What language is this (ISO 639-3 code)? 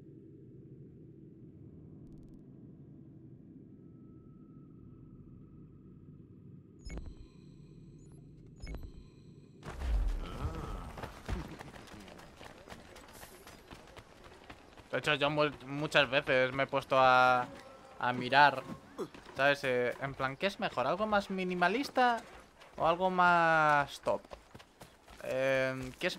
spa